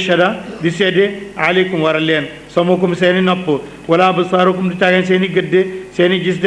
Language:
Wolof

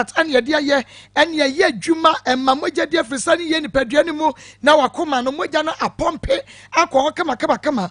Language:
Akan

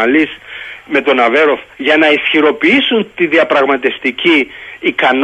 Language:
Greek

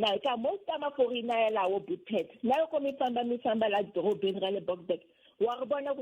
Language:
Tsonga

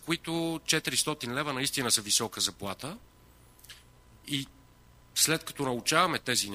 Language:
Bulgarian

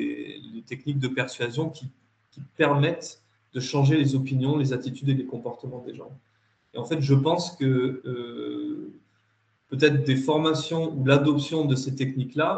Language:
French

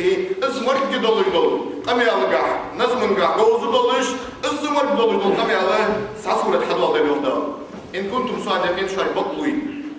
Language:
Ingush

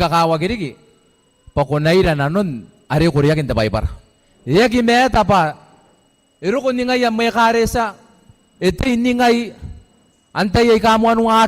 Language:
Gilbertese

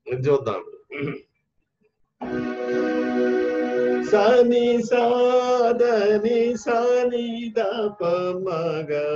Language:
Telugu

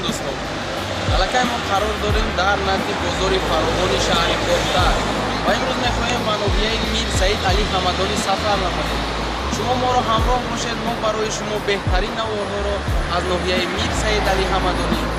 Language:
Tajik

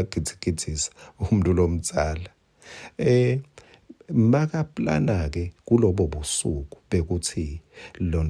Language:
Swati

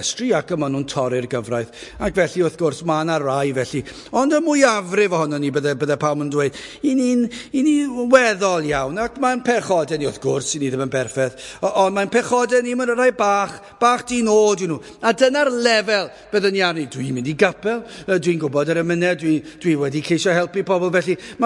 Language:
Welsh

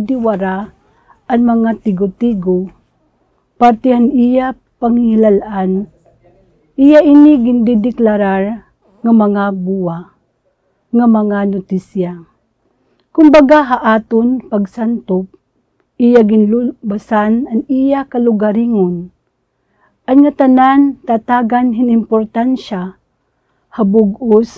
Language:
Waray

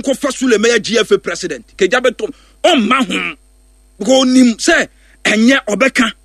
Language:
Akan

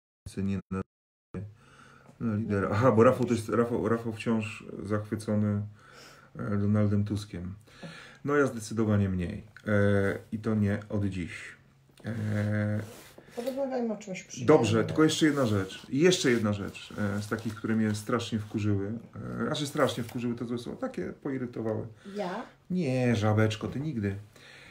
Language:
Polish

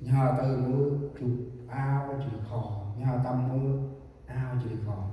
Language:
Central Mnong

